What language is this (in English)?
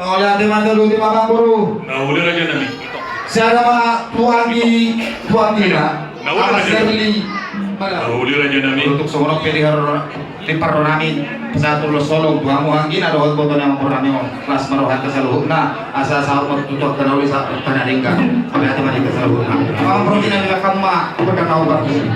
Batak Toba